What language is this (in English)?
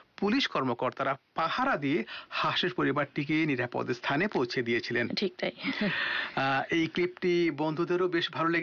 Bangla